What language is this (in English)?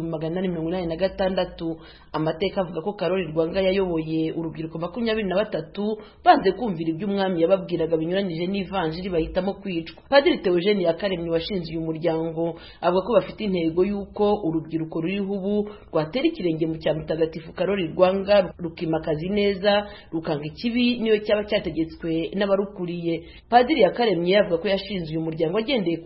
Kinyarwanda